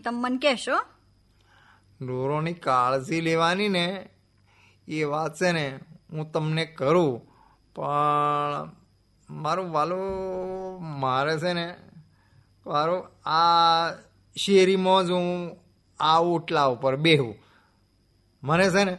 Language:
Gujarati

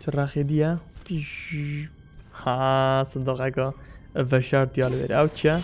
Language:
Kurdish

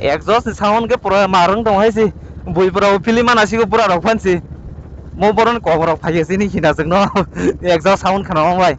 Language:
Kok Borok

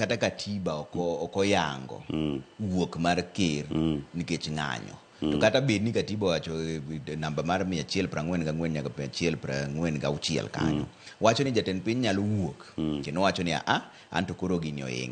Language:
Luo (Kenya and Tanzania)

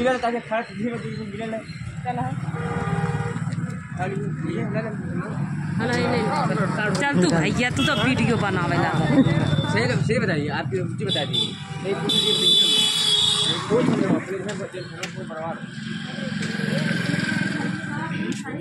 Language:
Bhojpuri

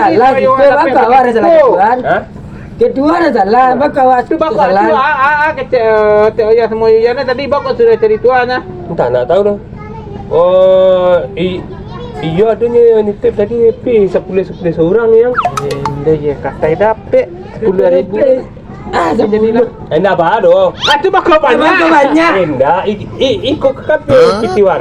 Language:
Minangkabau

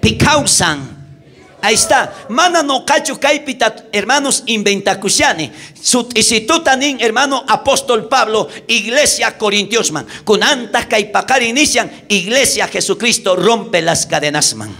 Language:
South Bolivian Quechua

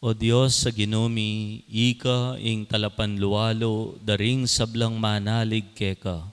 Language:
Pampanga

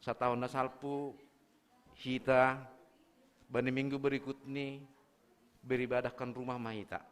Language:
Batak Simalungun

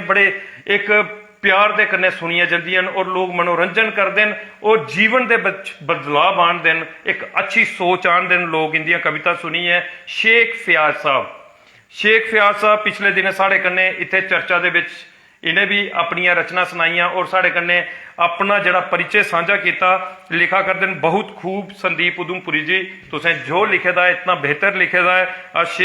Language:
Dogri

